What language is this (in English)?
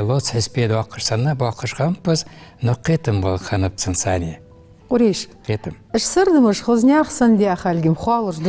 Ingush